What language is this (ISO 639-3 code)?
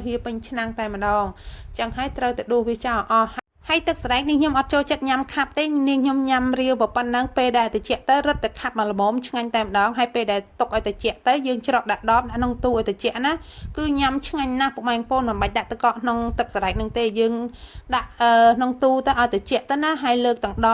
khm